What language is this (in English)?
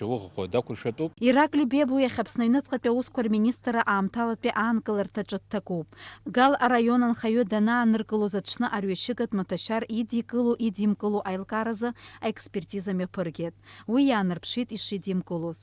Abkhazian